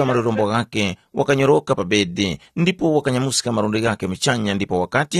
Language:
Tumbuka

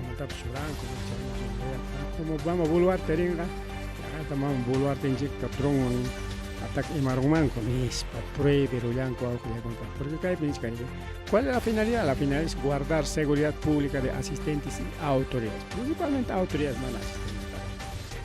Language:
Ayacucho Quechua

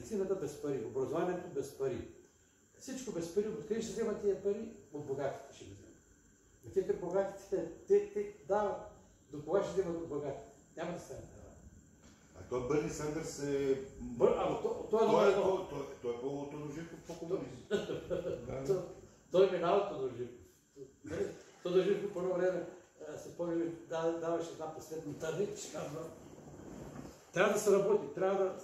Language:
Bulgarian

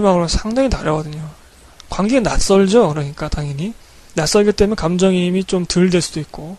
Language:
Korean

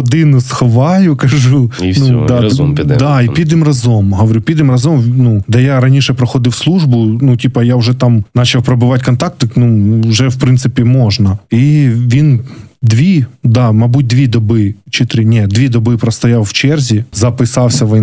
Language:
Ukrainian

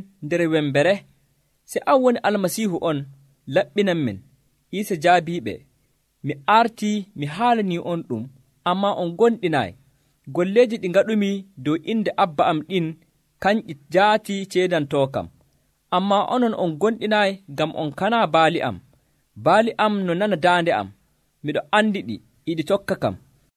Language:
Nigerian Fulfulde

